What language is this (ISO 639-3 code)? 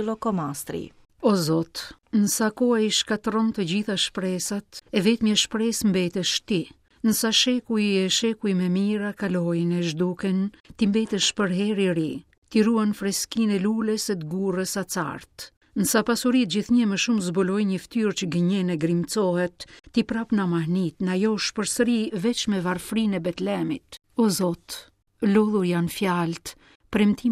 sqi